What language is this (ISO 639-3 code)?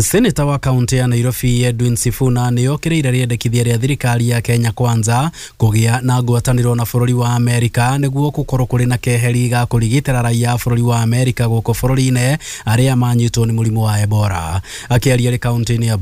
kik